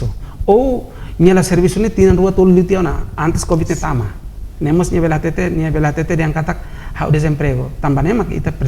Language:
Tetum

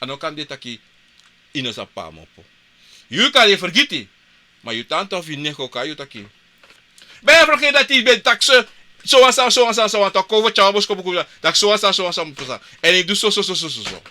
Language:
Sranan Tongo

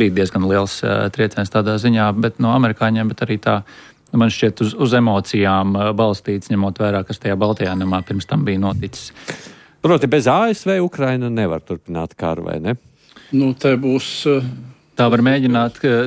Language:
Latvian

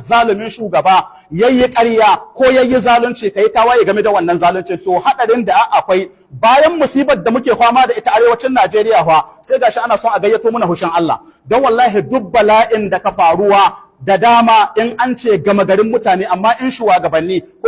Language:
Hausa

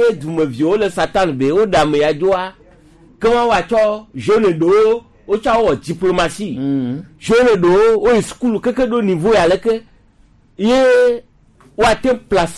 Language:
Gen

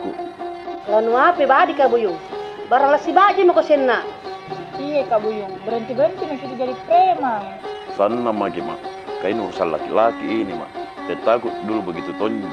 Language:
Makassar Malay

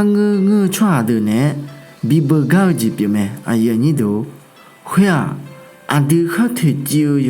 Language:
Akha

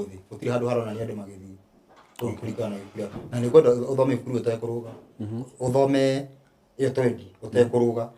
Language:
Kikuyu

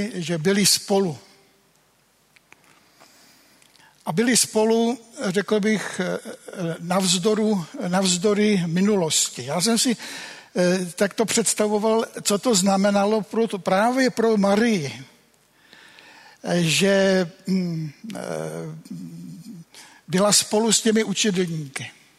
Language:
Czech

